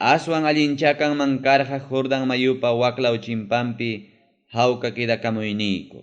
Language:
Ayacucho Quechua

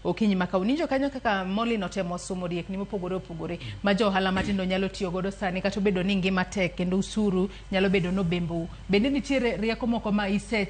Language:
Luo (Kenya and Tanzania)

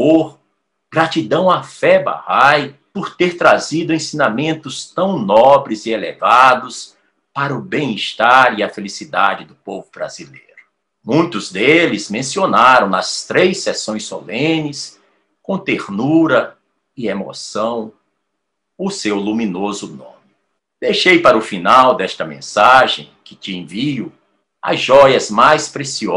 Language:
Portuguese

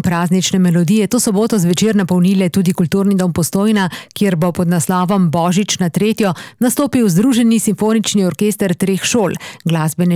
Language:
Slovenian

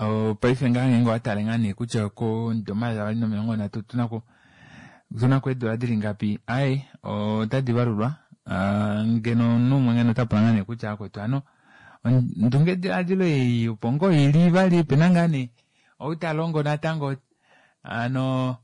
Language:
Kuanyama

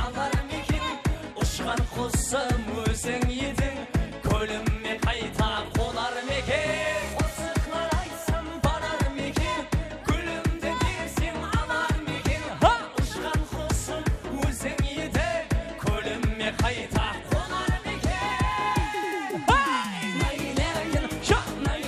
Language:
Kara-Kalpak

